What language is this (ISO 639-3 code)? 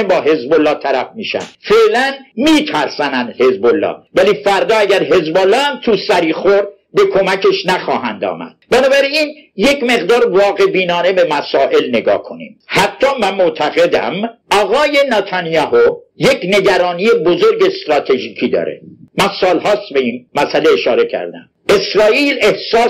fas